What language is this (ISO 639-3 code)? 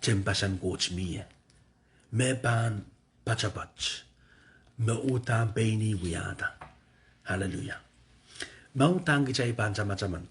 pon